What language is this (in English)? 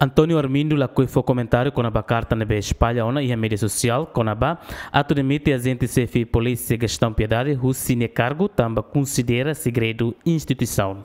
Tetum